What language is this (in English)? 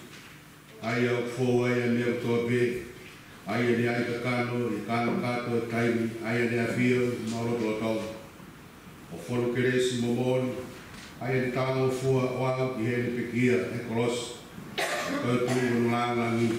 Tongan